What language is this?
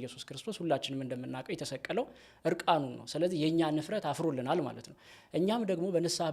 Amharic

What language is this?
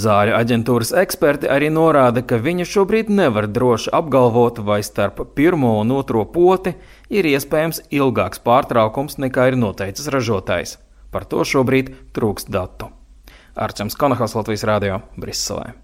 Latvian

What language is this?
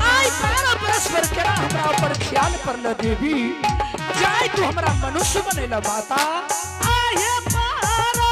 Angika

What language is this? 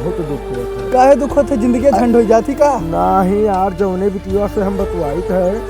Awadhi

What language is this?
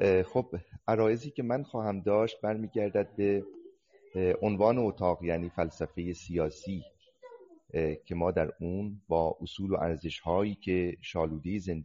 Persian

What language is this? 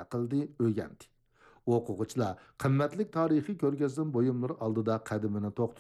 Uyghur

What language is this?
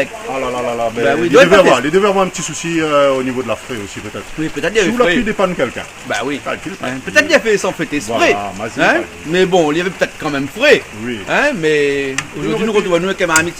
Réunion Creole French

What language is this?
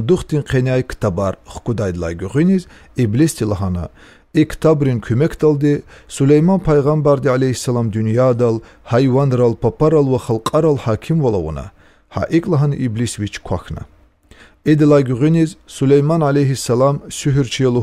Lezghian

